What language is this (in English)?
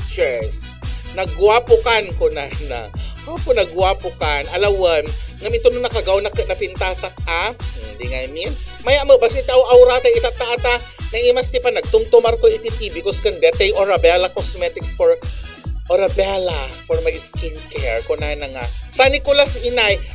Iloko